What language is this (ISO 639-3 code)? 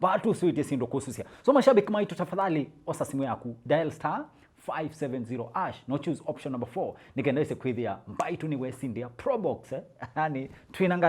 kam